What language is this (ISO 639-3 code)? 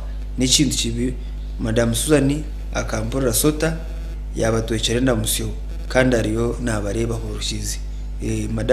nyn